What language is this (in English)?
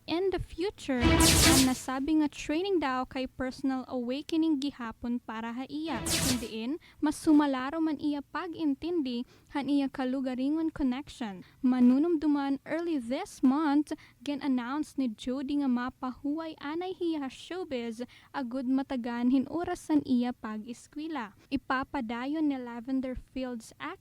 Waray